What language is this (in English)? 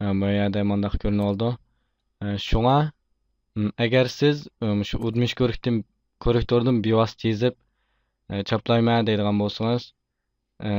Uyghur